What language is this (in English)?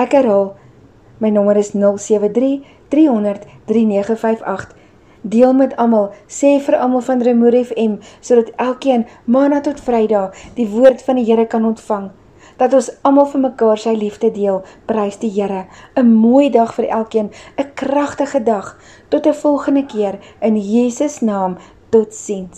Afrikaans